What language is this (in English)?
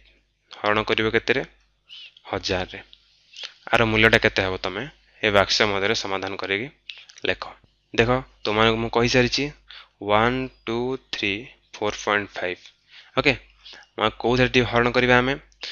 Odia